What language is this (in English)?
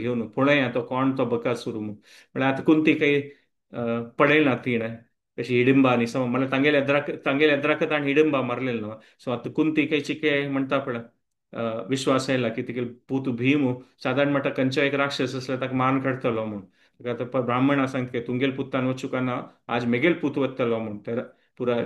Konkani